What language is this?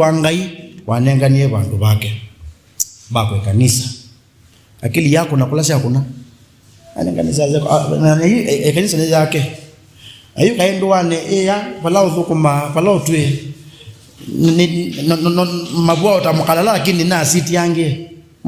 Kamba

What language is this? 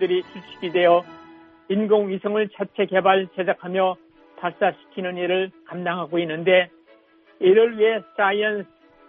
Korean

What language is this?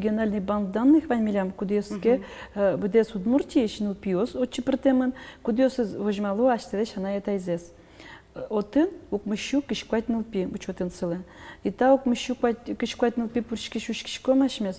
Udmurt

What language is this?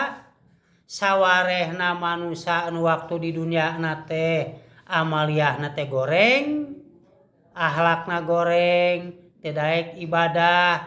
Sundanese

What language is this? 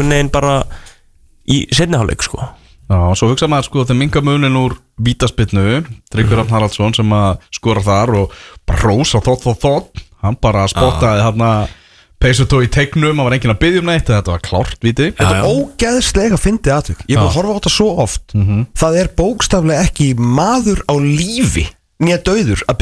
Icelandic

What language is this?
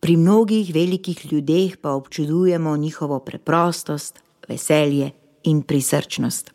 Slovenian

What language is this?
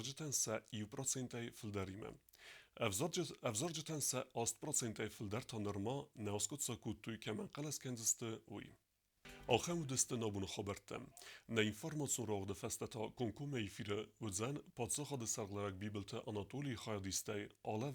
Ossetic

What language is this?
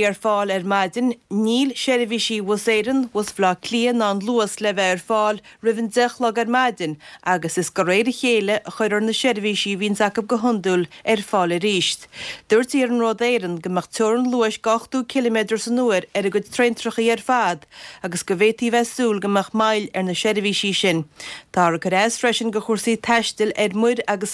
Irish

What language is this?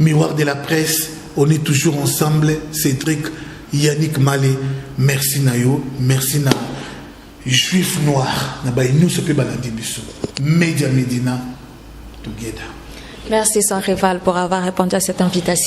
Lingala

